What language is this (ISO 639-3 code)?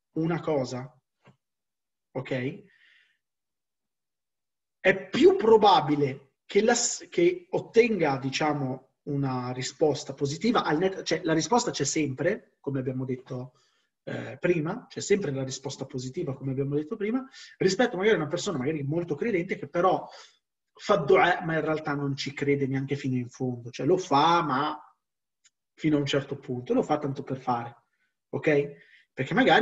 ita